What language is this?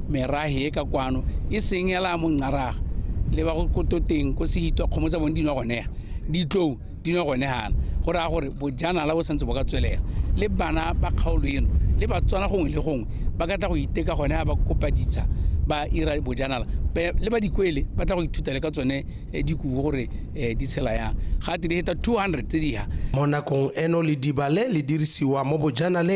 Tswana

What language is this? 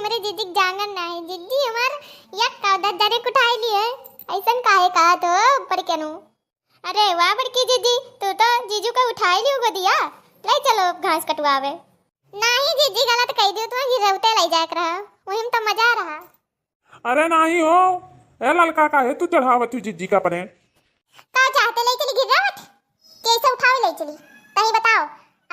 Awadhi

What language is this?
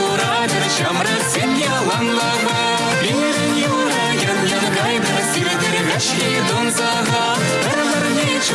Chuvash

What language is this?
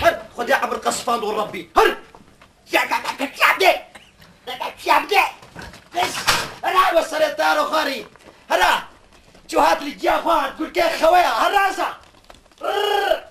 Kurdish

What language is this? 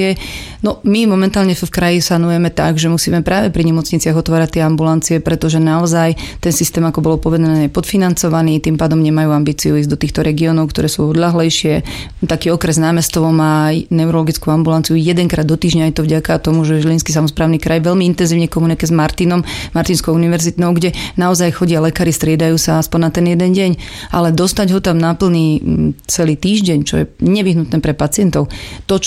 Slovak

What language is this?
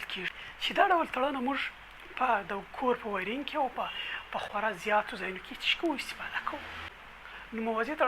Pashto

